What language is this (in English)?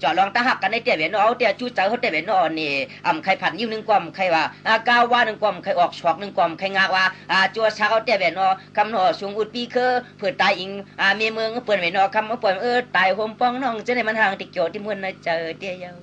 Shan